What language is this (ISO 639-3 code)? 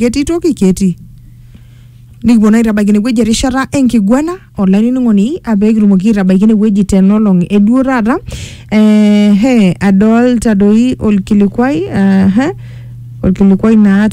mas